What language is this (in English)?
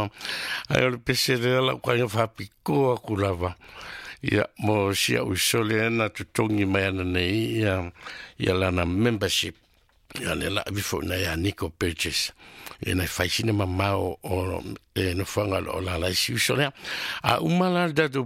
Samoan